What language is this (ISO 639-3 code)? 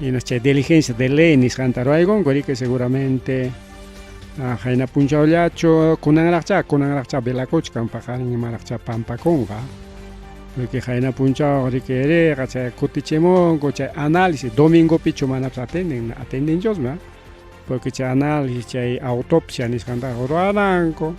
quy